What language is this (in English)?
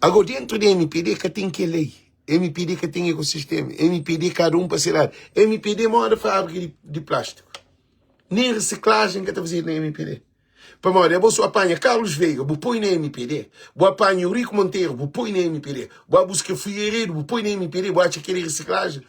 Kabuverdianu